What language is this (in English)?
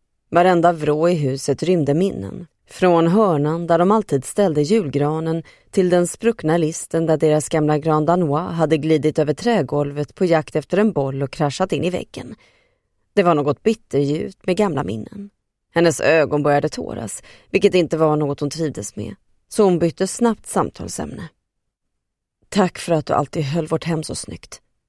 Swedish